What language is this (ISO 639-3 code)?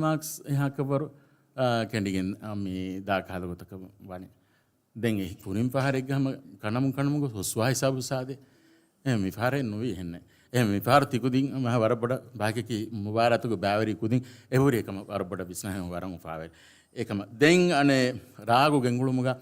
div